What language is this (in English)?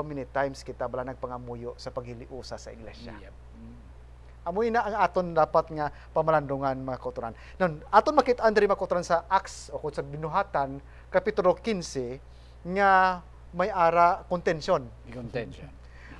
Hiligaynon